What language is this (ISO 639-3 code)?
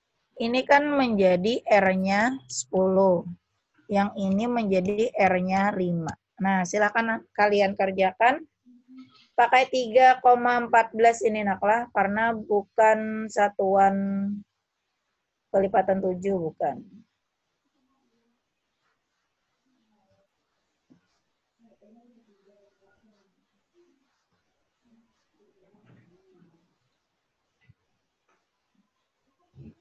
ind